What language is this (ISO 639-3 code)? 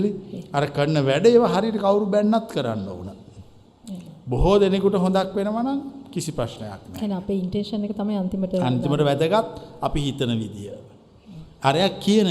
sin